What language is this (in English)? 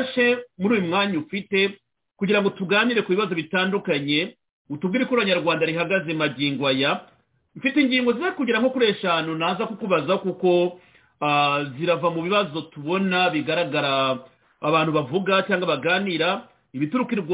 Kinyarwanda